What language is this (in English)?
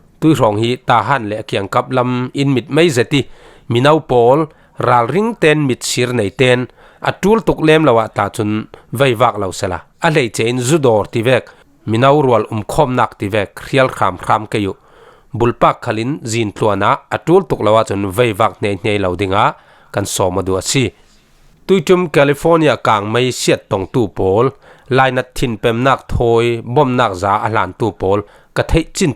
Falam Chin